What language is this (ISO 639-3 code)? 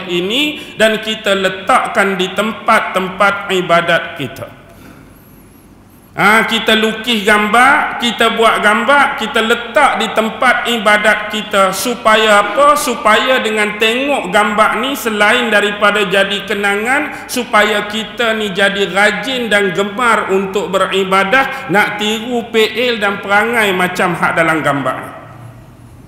msa